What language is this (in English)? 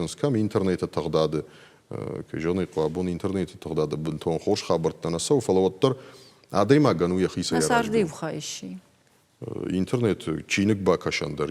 Ossetic